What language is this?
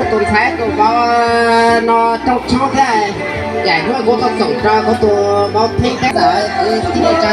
Hmong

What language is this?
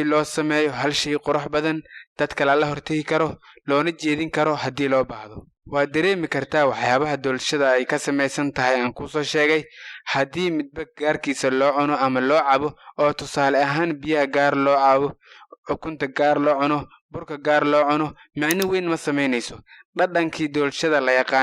Somali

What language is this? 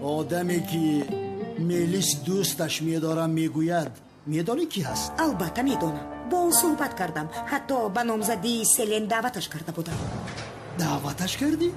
Tajik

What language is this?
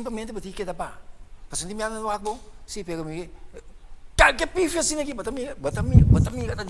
Papiamento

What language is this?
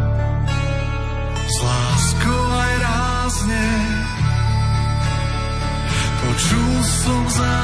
Slovak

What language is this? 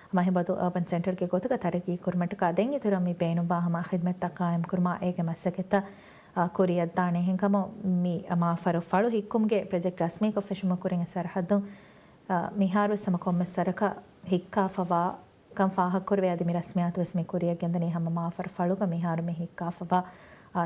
Divehi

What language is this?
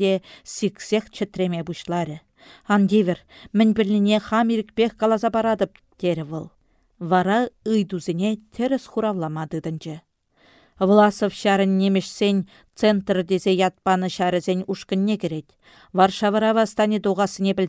Chuvash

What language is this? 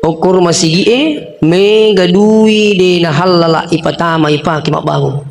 Buginese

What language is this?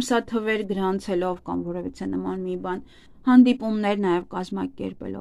Armenian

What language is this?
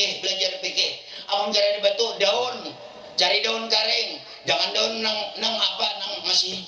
Banjar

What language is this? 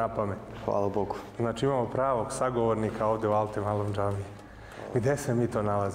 Serbian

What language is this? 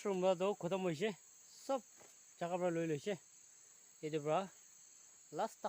Naga Pidgin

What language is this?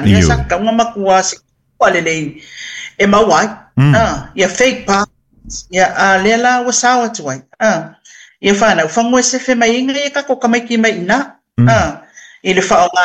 Samoan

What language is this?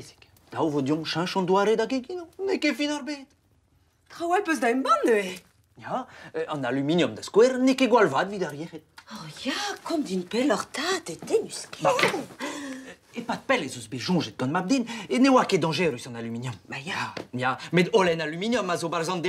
Breton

